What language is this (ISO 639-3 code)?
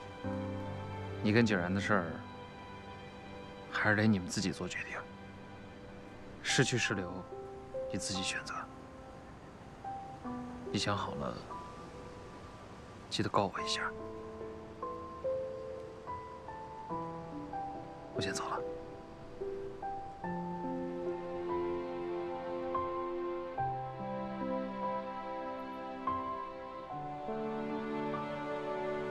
zho